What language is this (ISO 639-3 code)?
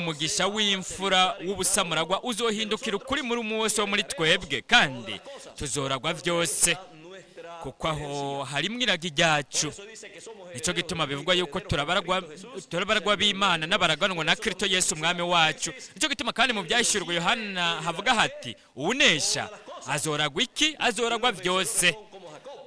run